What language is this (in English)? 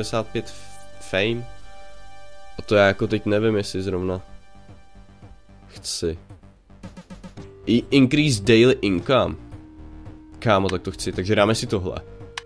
Czech